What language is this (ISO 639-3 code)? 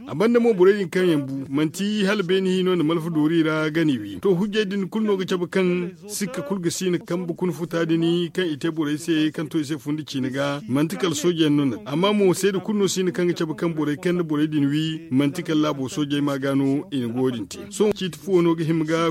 dje